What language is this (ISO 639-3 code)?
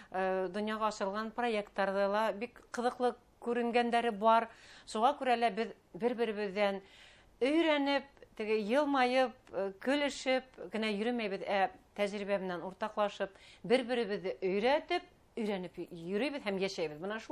bak